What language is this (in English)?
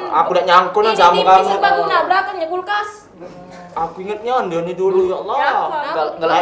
Musi